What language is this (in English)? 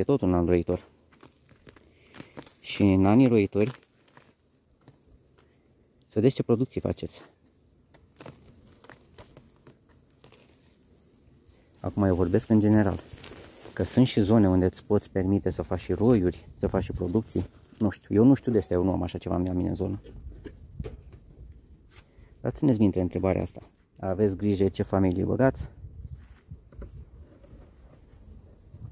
Romanian